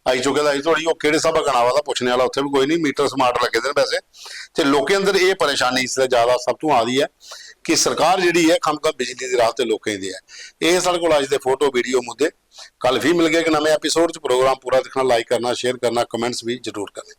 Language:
Dogri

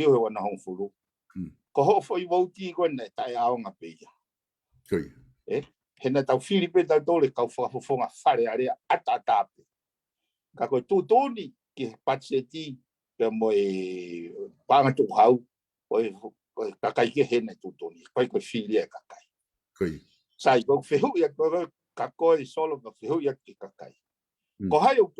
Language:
Tongan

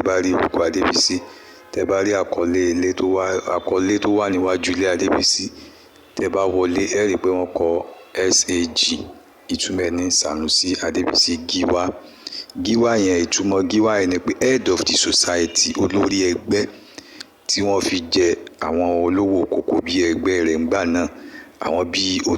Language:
Yoruba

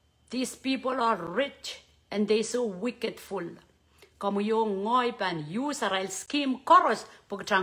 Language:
Pohnpeian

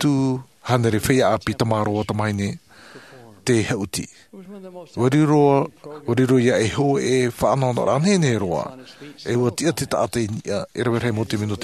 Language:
Tahitian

